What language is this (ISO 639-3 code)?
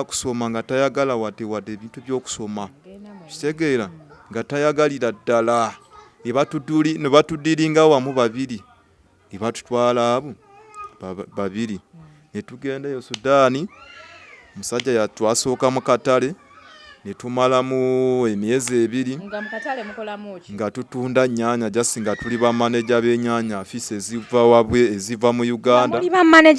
lug